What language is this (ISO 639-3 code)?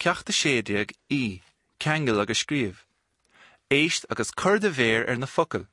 gle